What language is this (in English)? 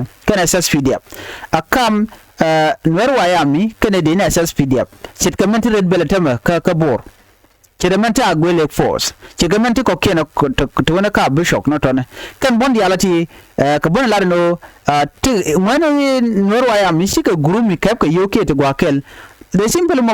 Nuer